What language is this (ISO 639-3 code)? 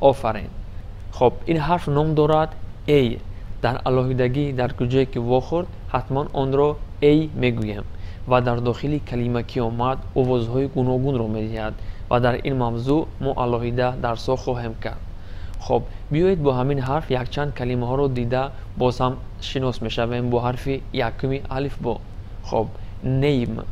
tgk